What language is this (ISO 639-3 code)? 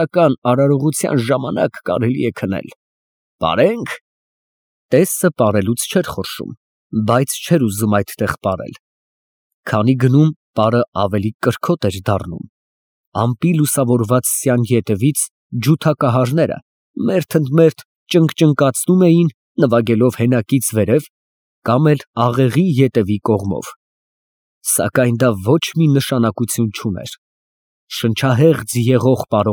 hye